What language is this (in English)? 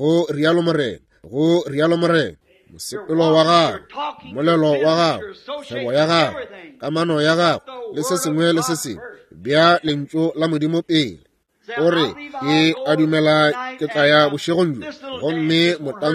Northern Sotho